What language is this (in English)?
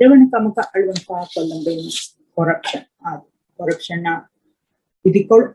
Divehi